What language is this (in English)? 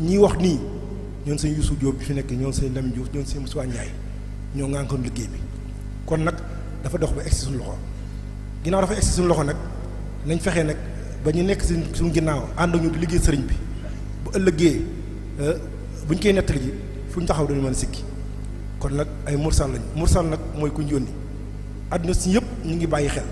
Wolof